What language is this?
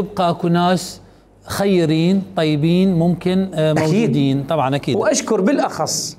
Mesopotamian Arabic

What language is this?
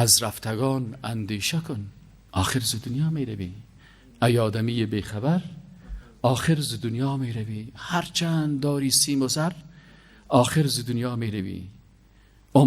Persian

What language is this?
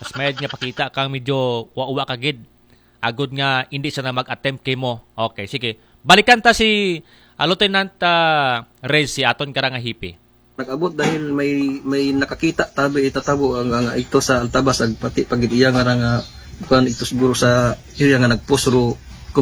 Aklanon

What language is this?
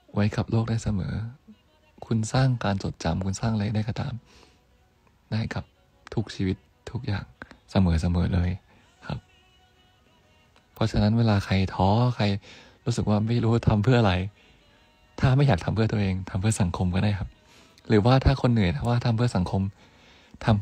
Thai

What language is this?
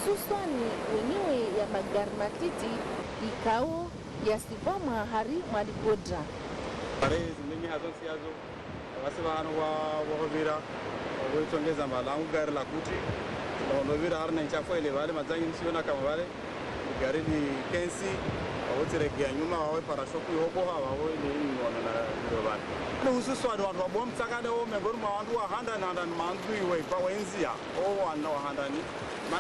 Ngazidja Comorian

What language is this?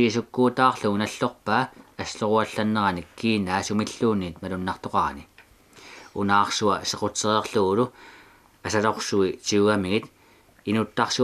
Kalaallisut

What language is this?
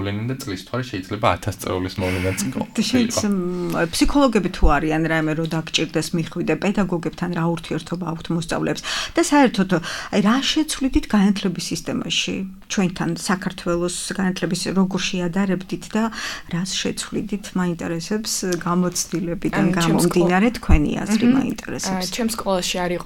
Georgian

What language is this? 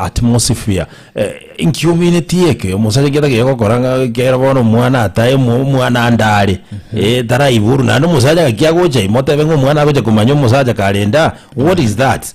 Gusii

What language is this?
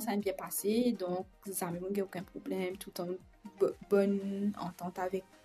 Morisyen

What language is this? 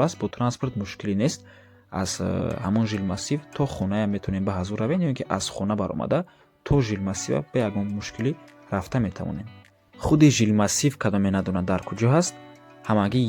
Tajik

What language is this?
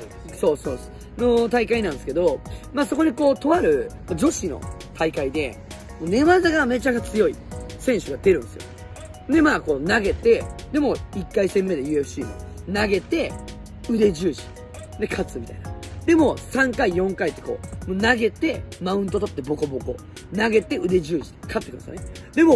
Japanese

